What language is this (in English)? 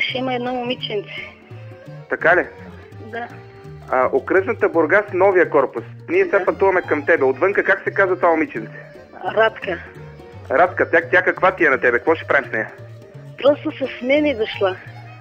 Bulgarian